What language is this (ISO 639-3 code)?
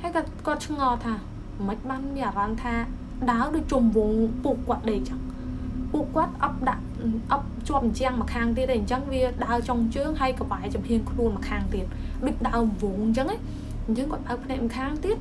khm